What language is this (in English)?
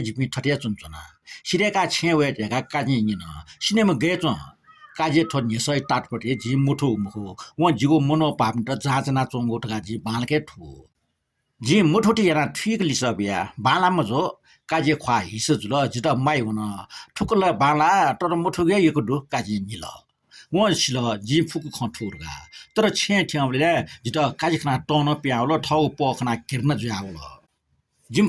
Newari